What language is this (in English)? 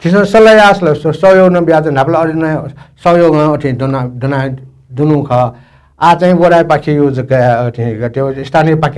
Newari